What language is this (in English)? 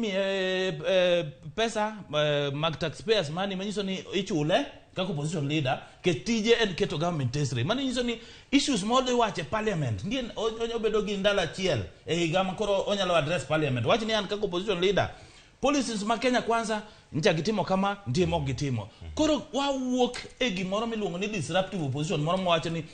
Luo (Kenya and Tanzania)